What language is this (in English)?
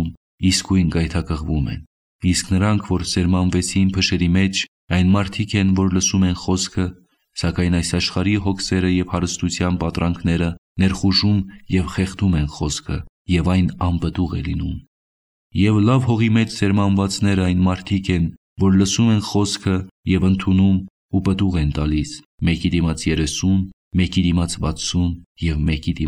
Armenian